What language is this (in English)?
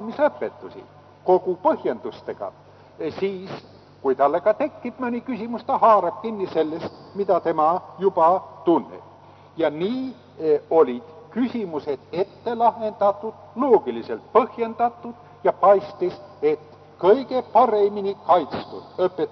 Estonian